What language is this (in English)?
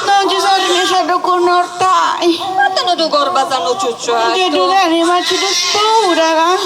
Sardinian